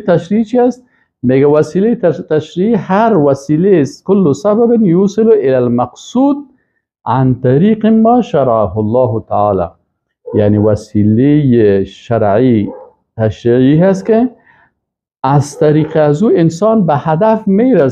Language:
Persian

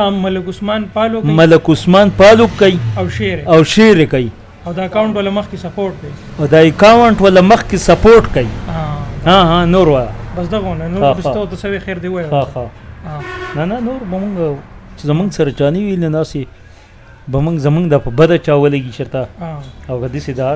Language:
Pashto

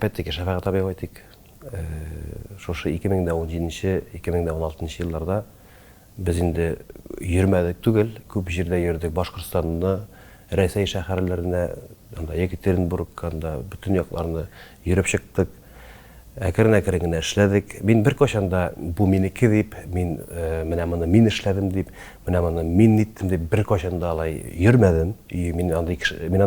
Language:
Tatar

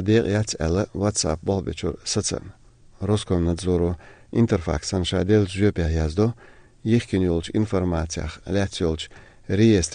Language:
Chechen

